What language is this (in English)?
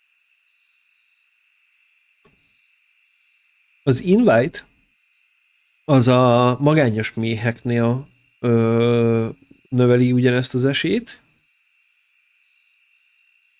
Hungarian